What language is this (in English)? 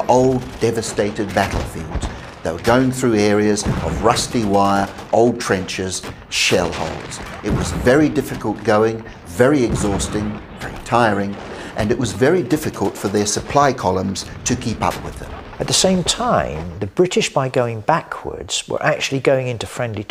English